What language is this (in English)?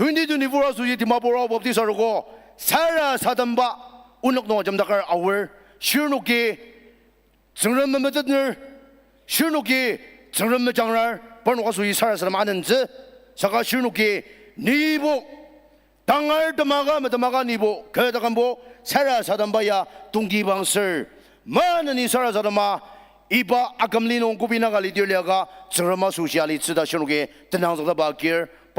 Ao Naga